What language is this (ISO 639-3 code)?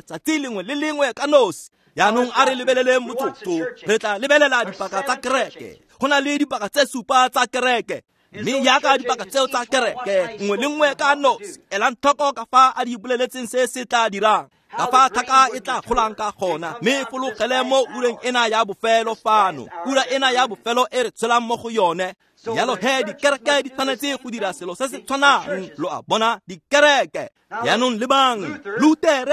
tsn